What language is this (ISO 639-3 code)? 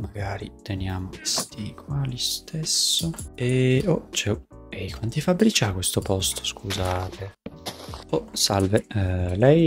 ita